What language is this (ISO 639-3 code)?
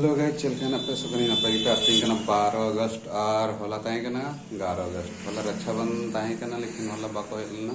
sat